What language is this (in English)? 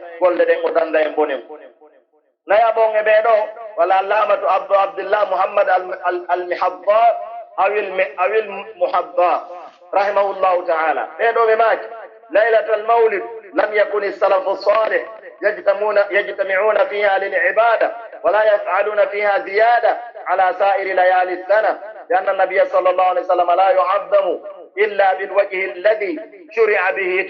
Pular